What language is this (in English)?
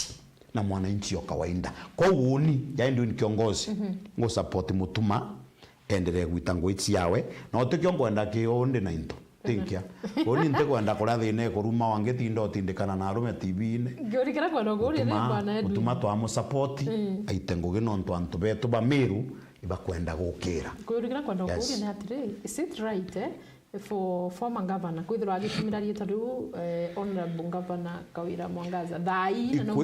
Meru